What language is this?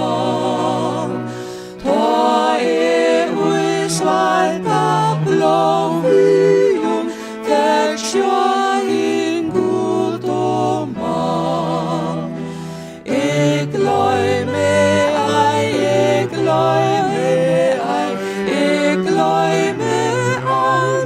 Faroese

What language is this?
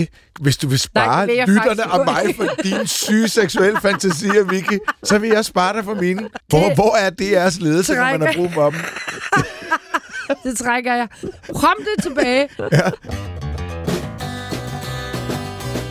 Danish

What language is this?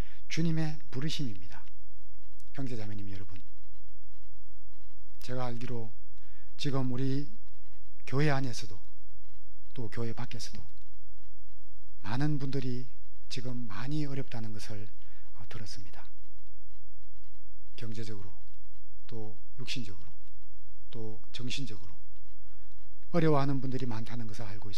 Korean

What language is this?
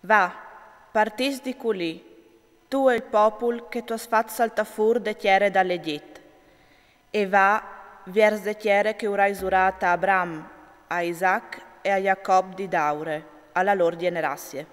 Friulian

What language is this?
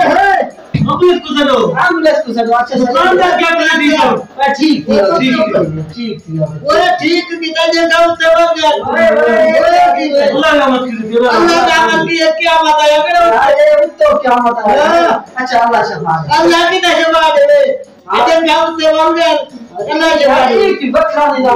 Saraiki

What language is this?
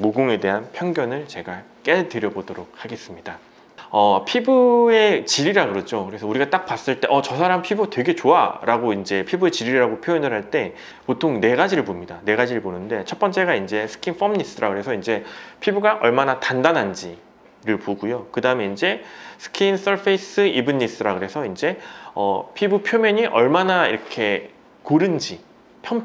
Korean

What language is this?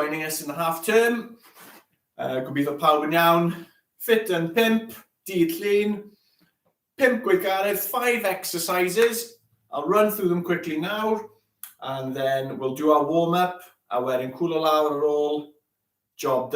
Welsh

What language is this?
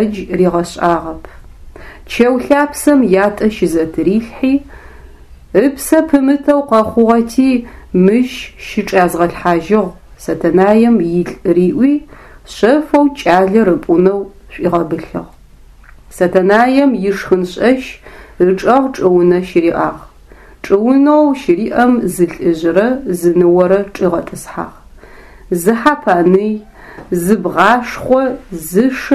Adyghe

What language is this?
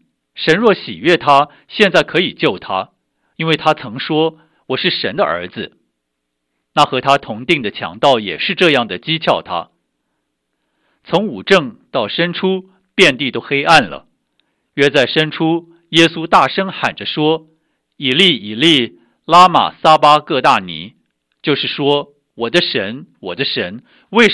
Chinese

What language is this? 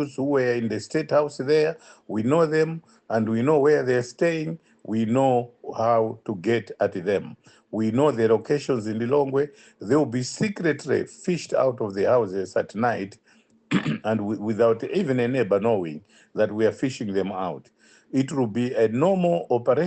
English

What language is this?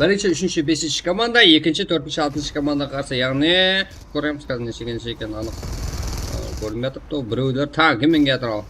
Kara-Kalpak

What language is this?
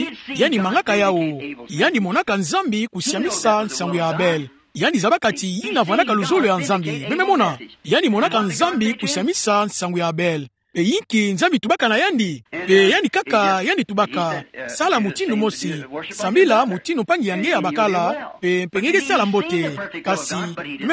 Kituba (Democratic Republic of Congo)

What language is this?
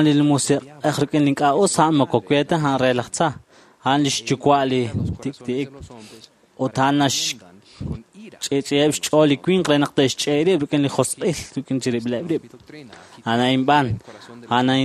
Kekchí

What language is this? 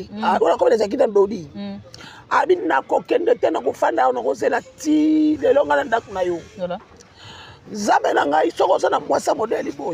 Lingala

